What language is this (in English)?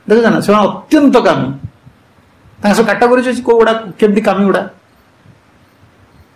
Odia